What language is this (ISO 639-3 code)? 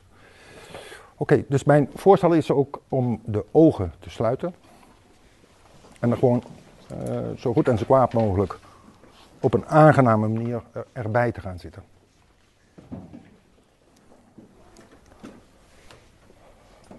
nld